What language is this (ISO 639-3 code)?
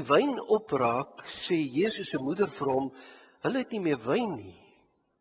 afr